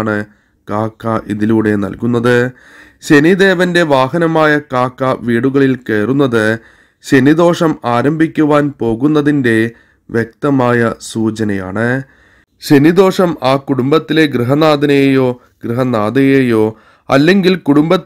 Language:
Malayalam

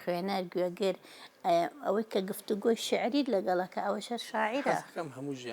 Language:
Central Kurdish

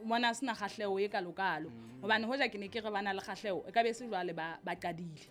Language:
Southern Sotho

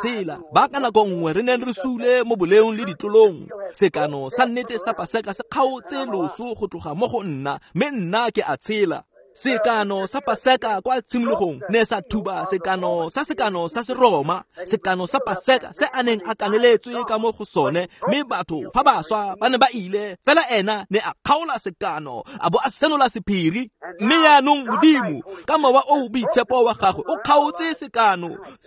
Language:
Tswana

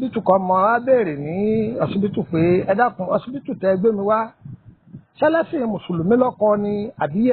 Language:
Yoruba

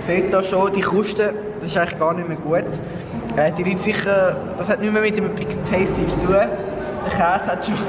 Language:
Swiss German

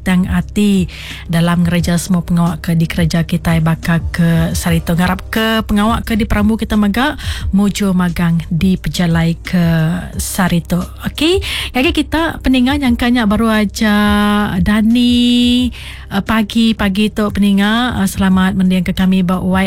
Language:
Iban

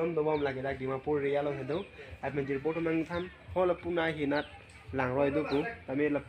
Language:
Karbi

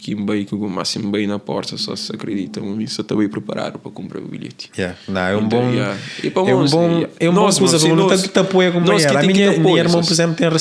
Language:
Kabuverdianu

